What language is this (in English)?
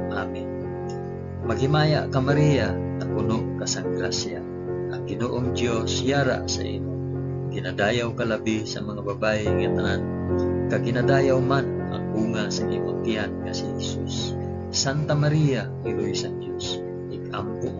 Hiligaynon